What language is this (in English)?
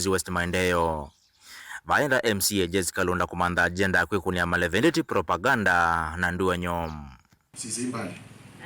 Kamba